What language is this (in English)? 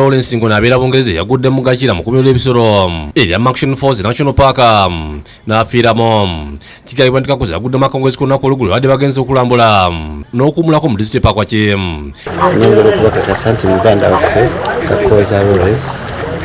Ganda